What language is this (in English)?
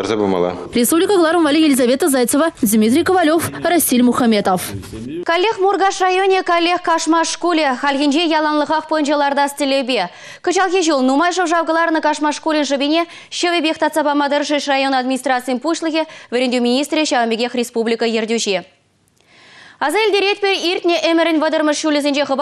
Chuvash